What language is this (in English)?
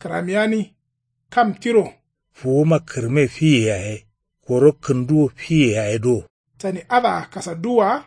Kanuri